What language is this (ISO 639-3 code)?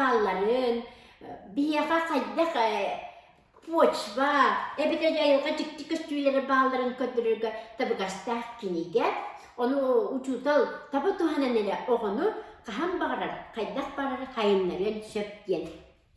sah